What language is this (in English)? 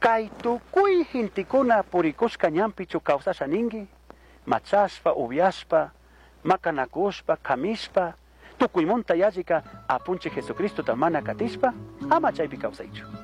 Chimborazo Highland Quichua